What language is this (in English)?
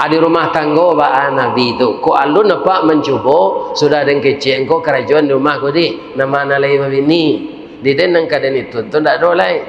Minangkabau